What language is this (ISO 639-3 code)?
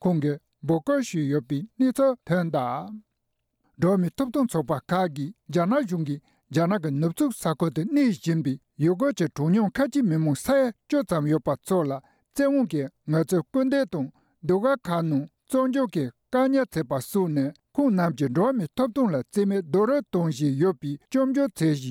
bod